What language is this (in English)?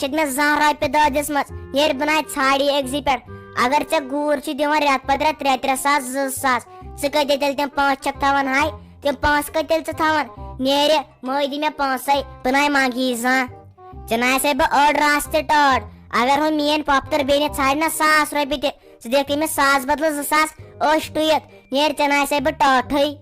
Kashmiri